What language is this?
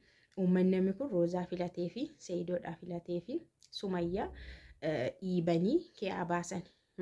Oromo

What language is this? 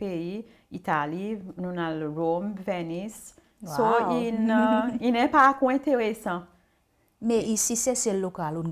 Seselwa Creole French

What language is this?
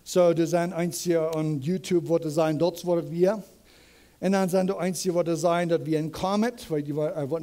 Plautdietsch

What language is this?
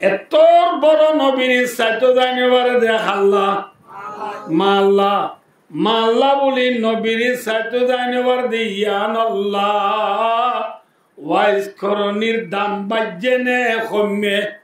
Rohingya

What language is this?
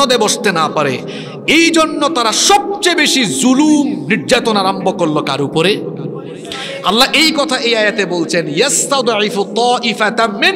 Bangla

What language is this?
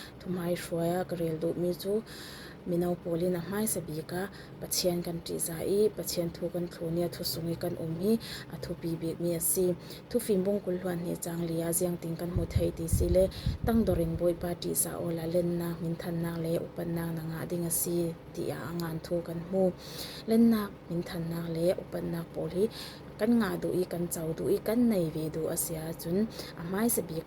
Falam Chin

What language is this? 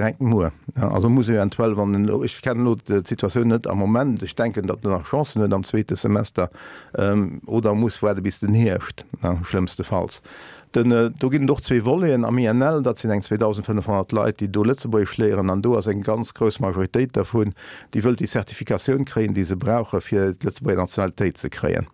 Luxembourgish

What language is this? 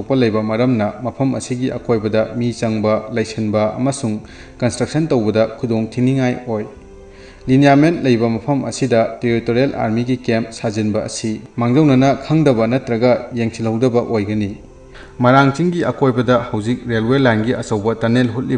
Manipuri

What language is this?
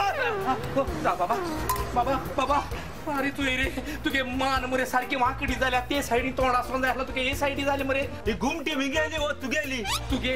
Konkani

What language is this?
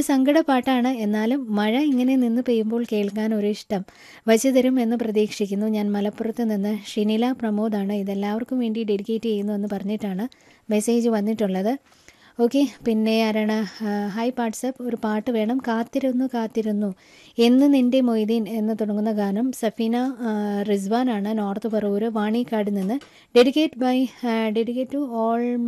Malayalam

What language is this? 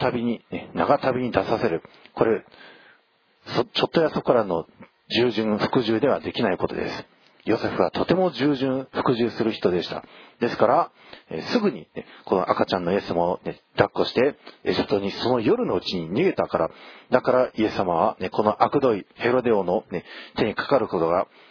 Japanese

